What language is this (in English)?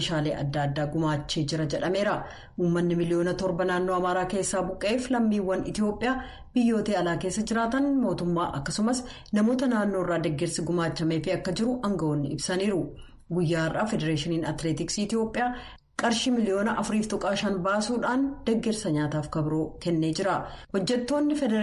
Oromo